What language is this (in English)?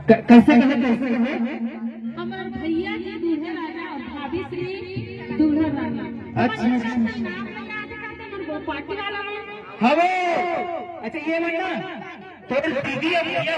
Chhattisgarhi